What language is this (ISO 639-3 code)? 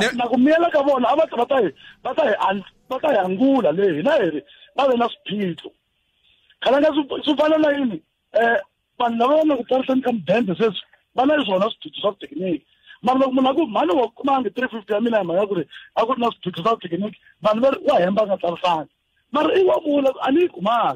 tso